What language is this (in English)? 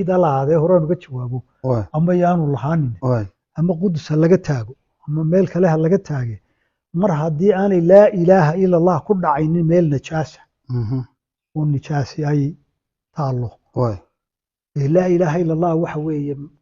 Somali